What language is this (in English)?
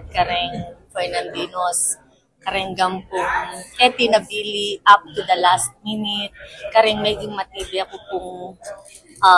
Pampanga